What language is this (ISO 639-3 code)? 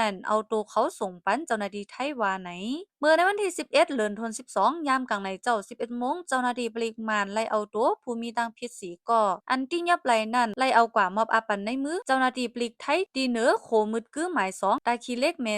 shn